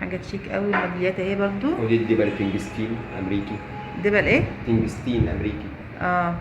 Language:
Egyptian Arabic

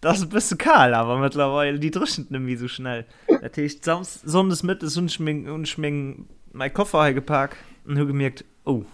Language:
Luxembourgish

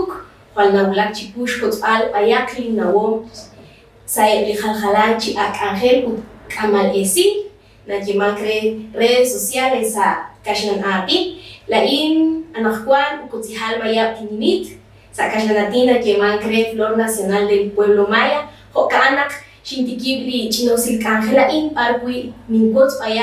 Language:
Kekchí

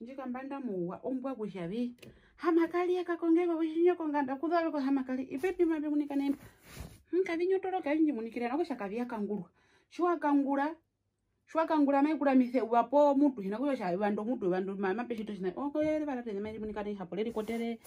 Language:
Herero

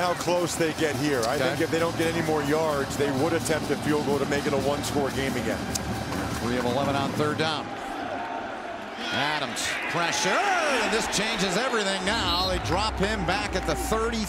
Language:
English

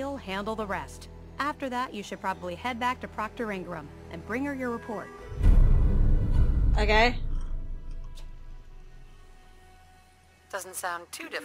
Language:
English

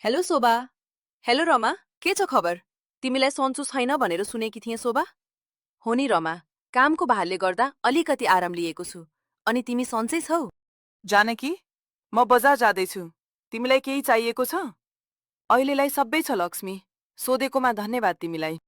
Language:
Nepali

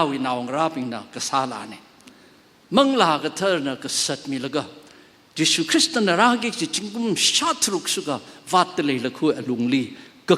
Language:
Tangkhul Naga (India)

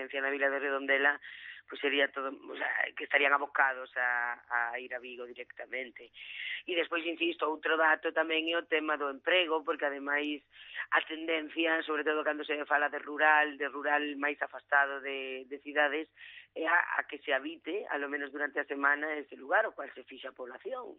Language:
Galician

